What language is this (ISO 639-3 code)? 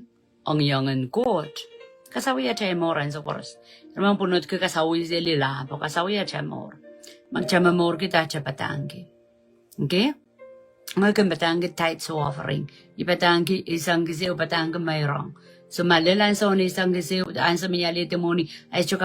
pon